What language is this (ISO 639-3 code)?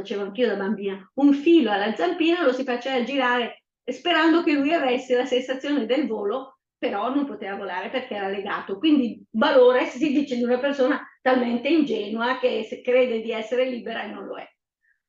lmo